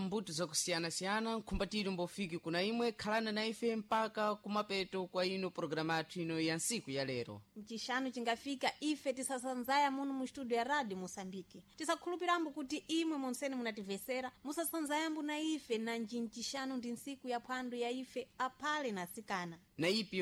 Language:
Sena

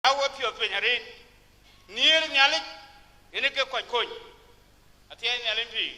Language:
Dinka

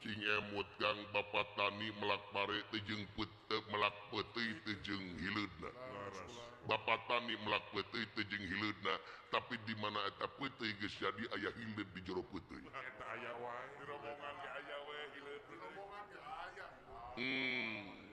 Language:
Sundanese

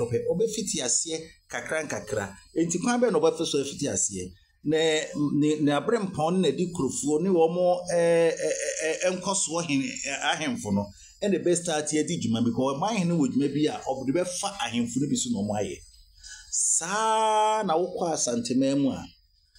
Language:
Akan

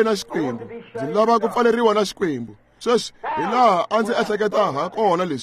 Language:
Tsonga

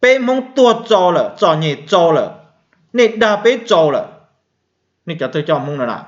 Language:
Hmong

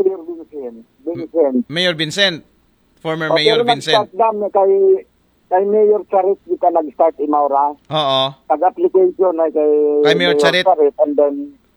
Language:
Aklanon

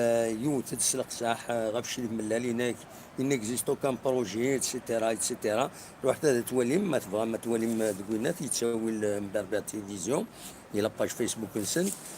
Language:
Kabyle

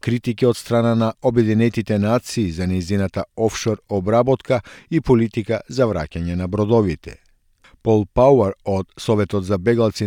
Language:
Macedonian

